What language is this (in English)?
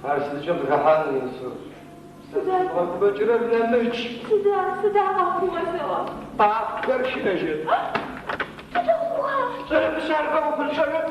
Adyghe